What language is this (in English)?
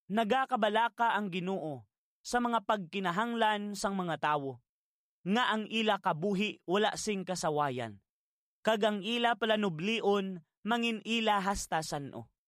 Hiligaynon